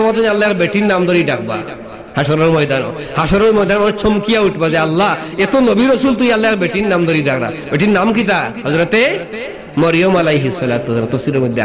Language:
Sylheti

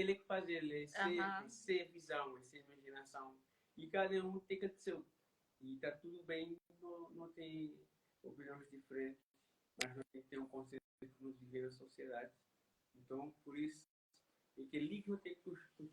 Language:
Kabuverdianu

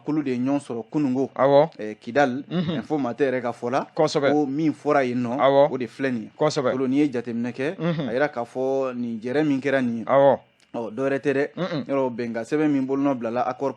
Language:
Bambara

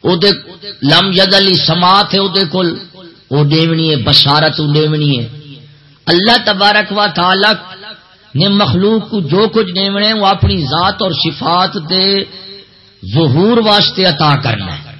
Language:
Saraiki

